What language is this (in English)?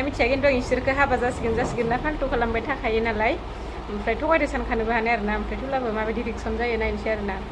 Bodo